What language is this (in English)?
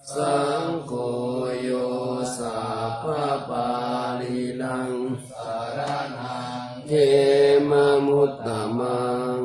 Pali